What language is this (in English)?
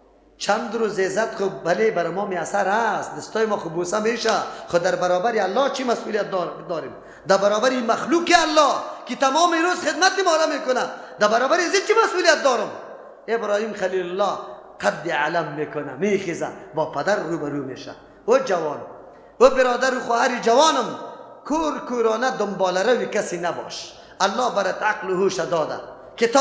Persian